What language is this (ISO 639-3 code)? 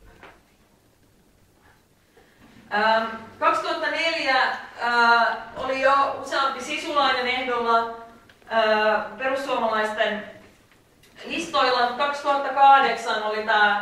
fin